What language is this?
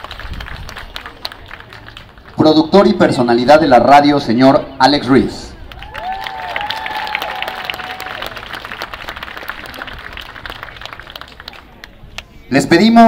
Spanish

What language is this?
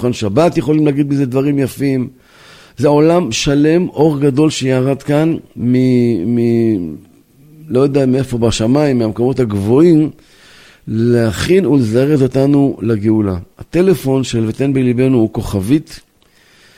Hebrew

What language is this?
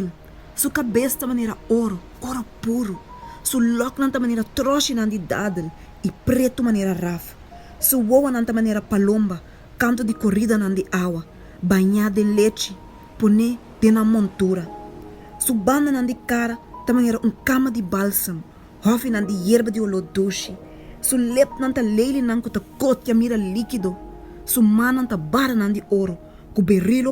Papiamento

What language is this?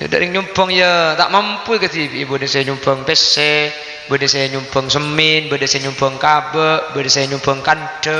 Madurese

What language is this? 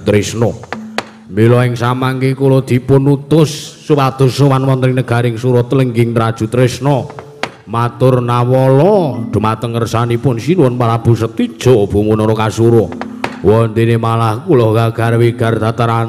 Javanese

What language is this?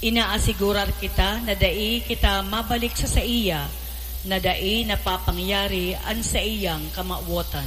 Bikol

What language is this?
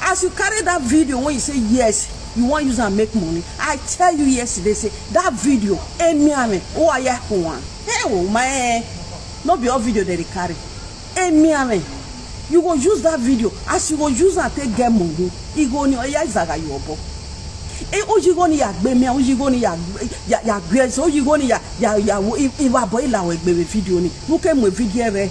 Nigerian Pidgin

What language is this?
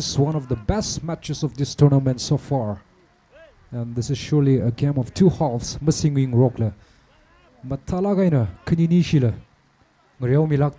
Tangkhul Naga (India)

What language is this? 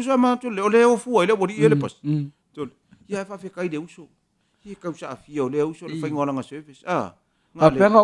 Samoan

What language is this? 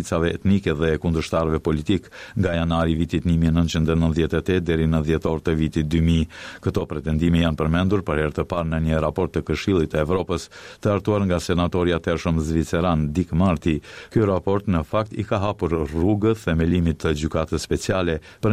Albanian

